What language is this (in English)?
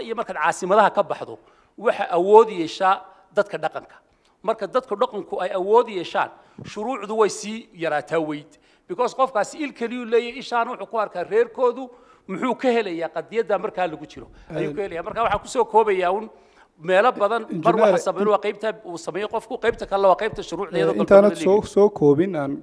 Somali